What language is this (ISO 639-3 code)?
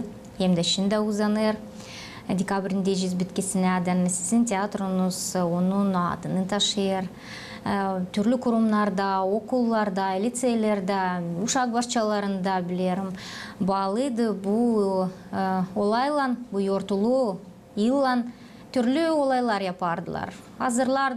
gag